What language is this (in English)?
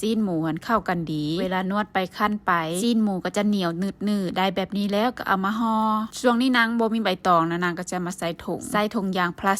Lao